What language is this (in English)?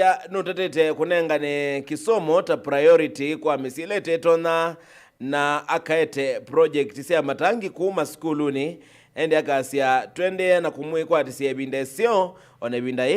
Kamba